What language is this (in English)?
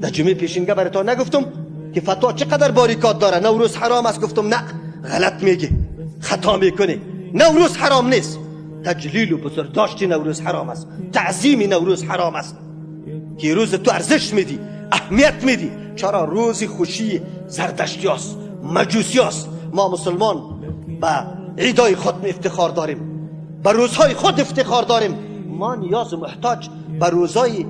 Persian